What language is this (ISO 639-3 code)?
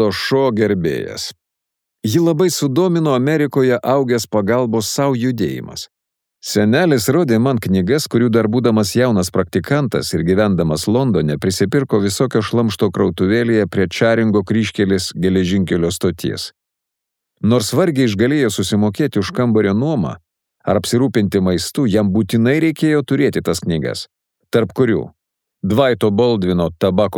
lit